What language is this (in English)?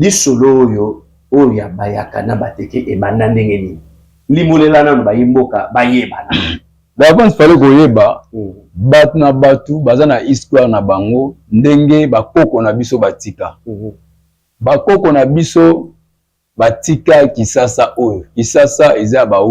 Lingala